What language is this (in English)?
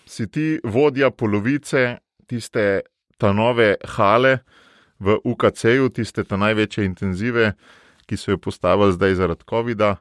Slovenian